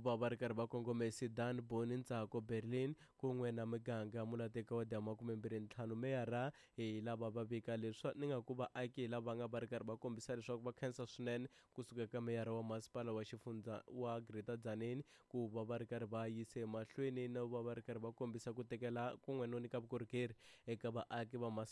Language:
Tsonga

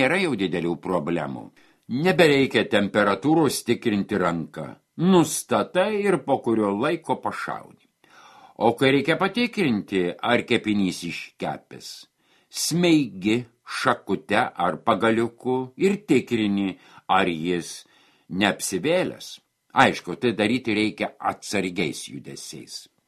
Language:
Lithuanian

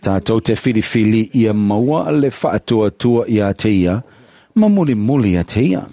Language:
Samoan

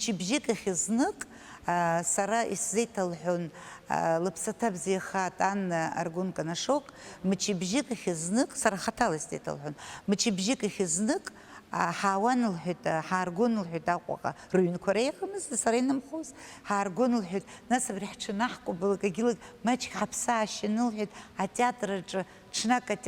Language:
Abkhazian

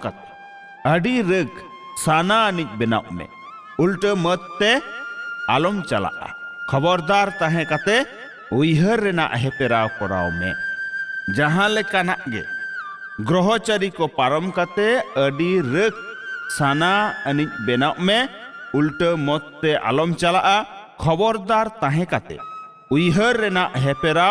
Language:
Santali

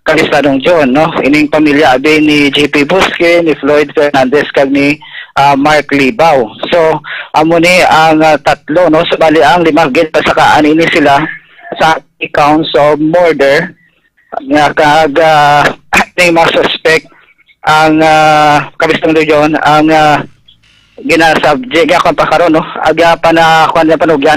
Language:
Hiligaynon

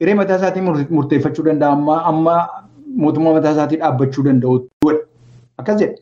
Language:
Oromo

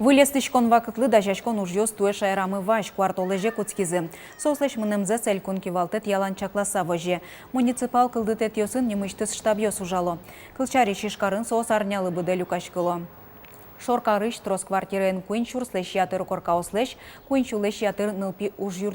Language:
Udmurt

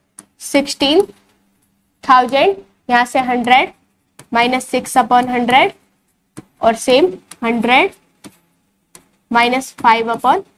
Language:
Hindi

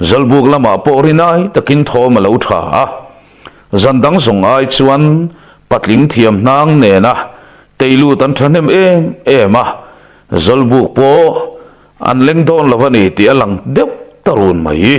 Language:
Mizo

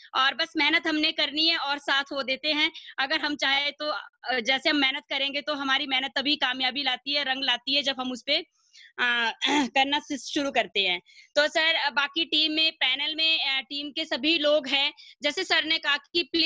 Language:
Hindi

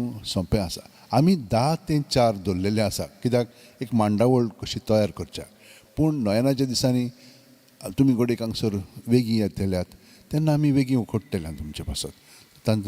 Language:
Konkani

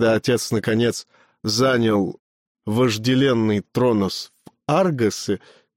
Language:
Russian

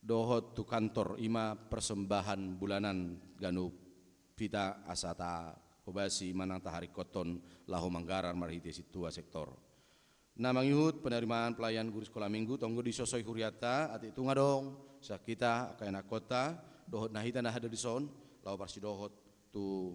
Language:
Batak Toba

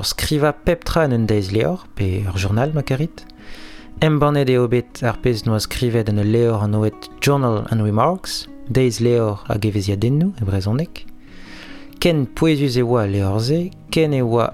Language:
Breton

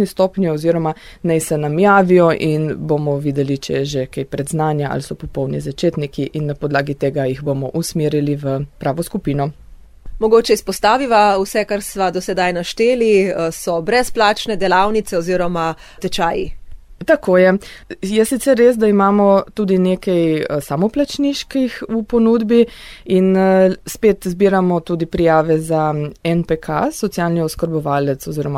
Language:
Slovenian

